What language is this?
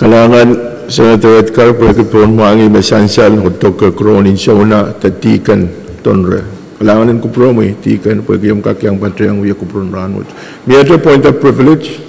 Pohnpeian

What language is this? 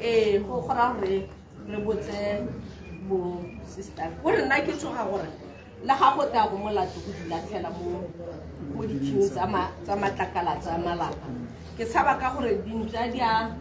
Tswana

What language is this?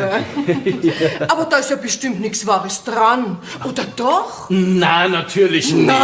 Bavarian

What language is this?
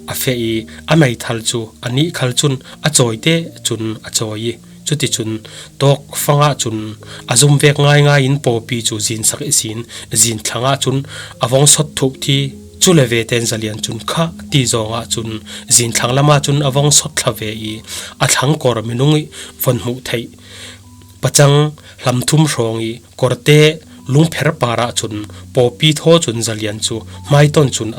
Falam Chin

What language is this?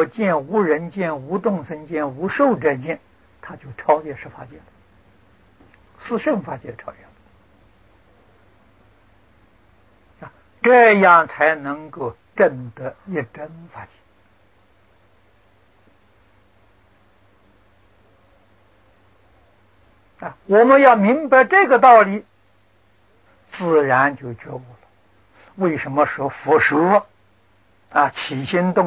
Chinese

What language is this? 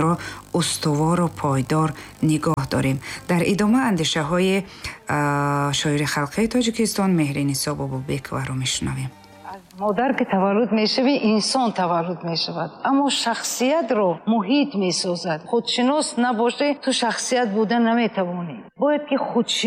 Tajik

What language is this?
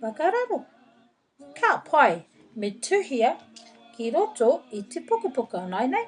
Māori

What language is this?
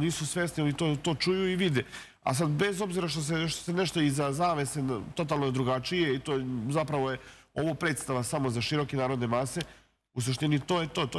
Serbian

